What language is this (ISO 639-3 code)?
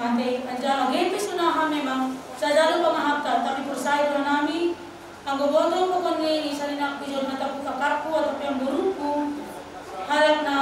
bts